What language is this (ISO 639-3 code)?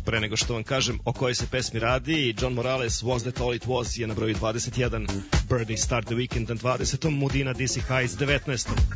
srp